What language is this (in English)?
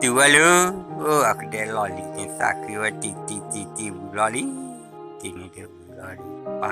S'gaw Karen